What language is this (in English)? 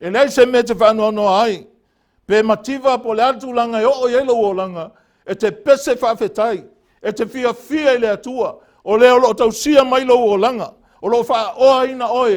Samoan